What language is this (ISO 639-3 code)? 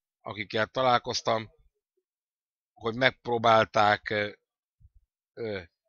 hun